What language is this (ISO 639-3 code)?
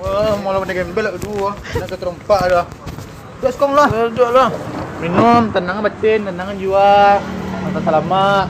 min